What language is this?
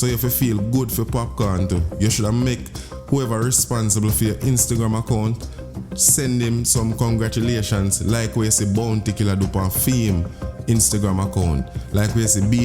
Jamaican Creole English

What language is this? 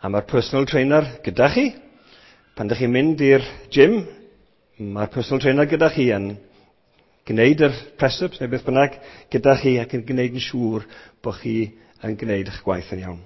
Welsh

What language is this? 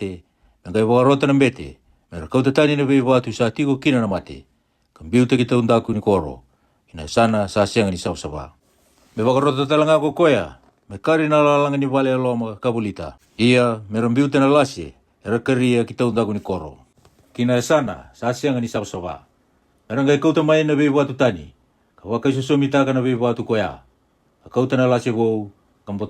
Fijian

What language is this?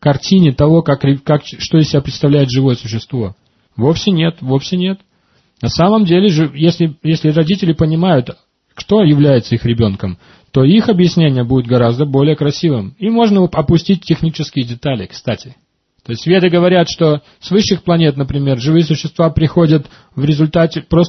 Russian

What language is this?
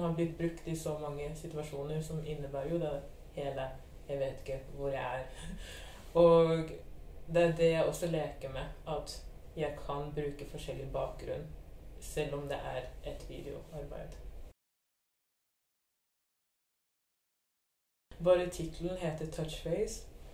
Norwegian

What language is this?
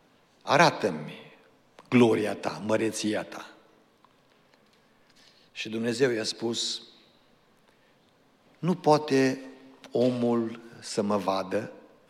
Romanian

